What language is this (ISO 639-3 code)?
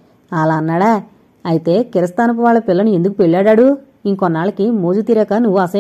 tel